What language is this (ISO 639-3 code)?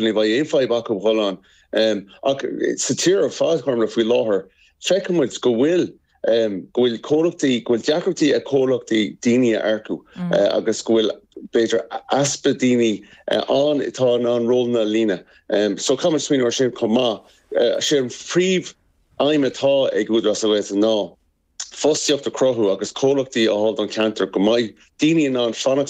gle